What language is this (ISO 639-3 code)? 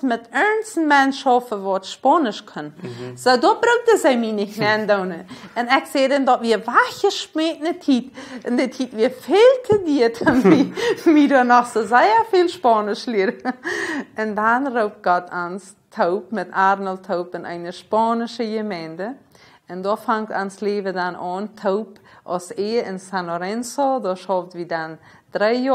pdt